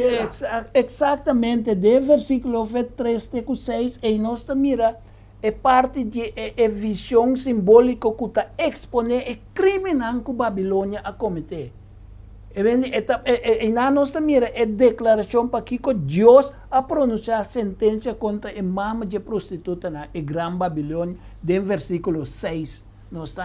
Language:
Papiamento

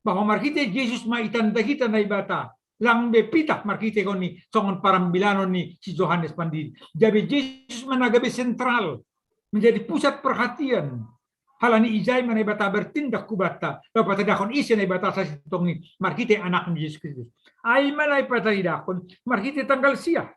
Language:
Batak Simalungun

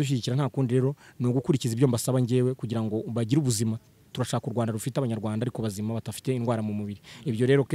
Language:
Kinyarwanda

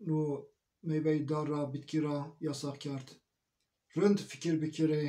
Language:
Zaza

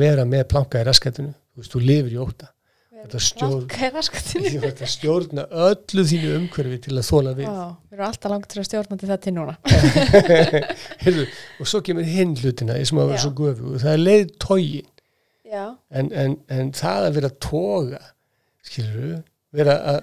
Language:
Icelandic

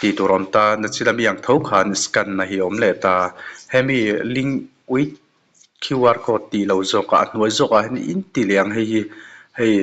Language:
Mizo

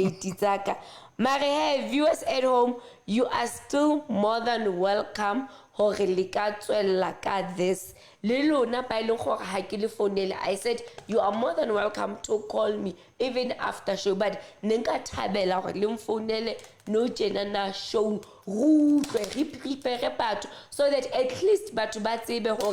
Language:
Southern Sotho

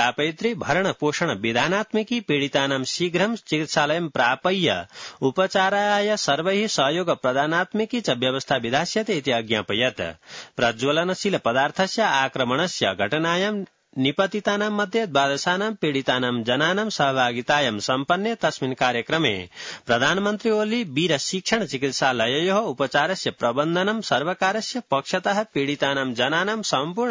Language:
Sanskrit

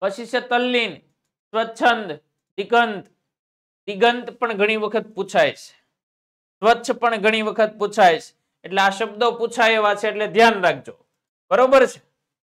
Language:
Gujarati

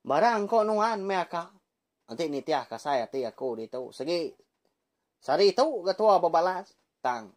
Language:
Iban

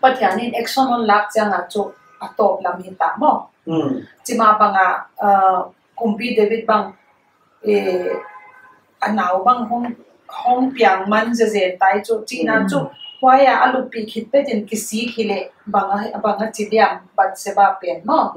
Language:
Paite Chin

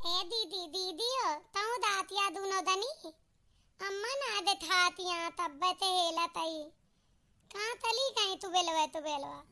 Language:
Awadhi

